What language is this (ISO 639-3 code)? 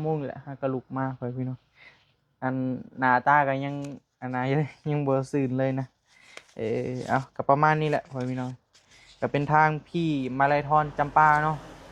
tts